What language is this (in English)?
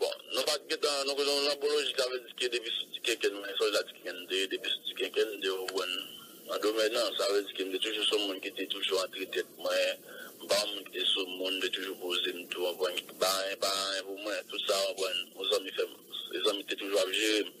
Haitian Creole